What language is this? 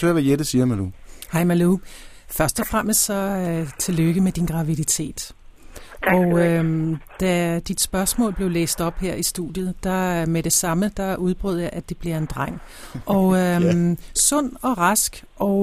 Danish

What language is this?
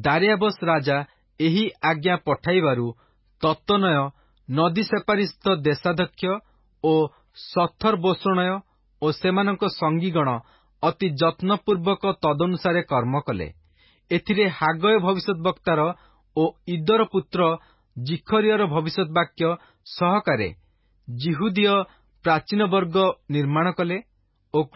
Odia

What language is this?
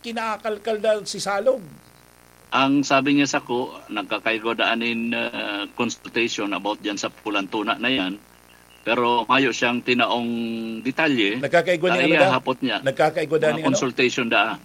Bikol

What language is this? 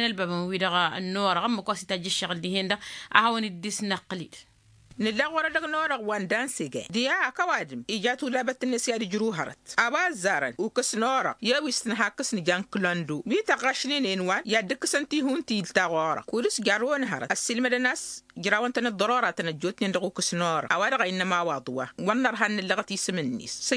Tamasheq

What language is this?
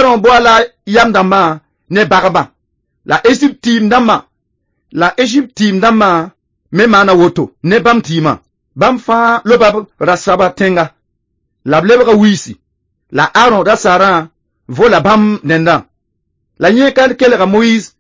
Mossi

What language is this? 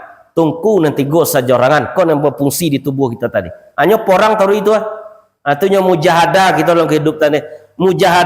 Minangkabau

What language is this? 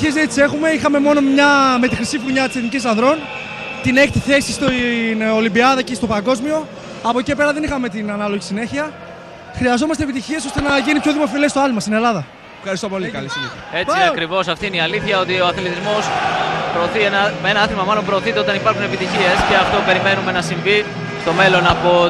Greek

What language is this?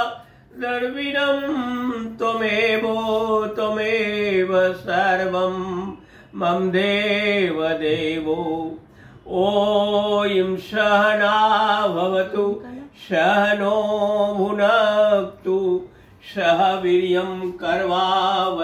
Sanskrit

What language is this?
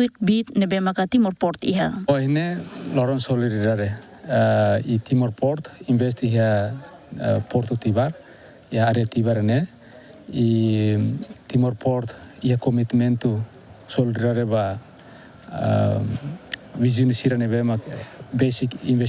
Tetum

